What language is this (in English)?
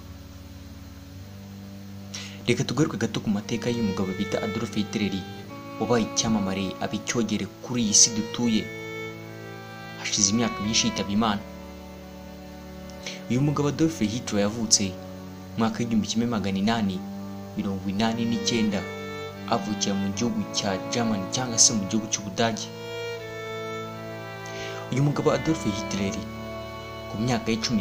Kinyarwanda